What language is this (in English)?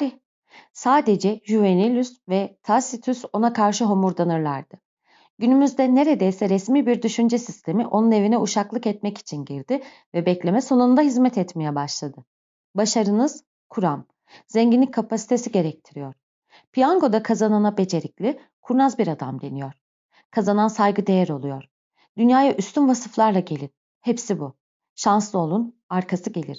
Turkish